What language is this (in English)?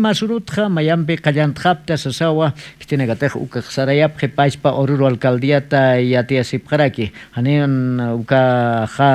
Aymara